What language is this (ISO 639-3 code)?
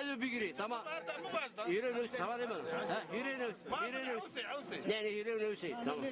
zza